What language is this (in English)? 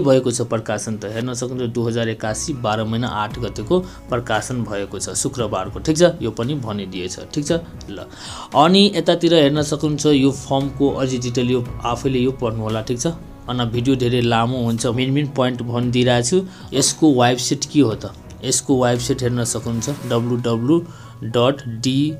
Nepali